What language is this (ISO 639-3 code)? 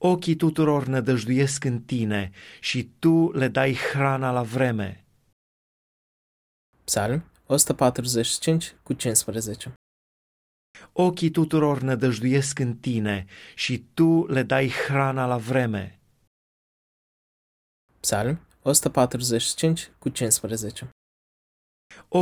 ron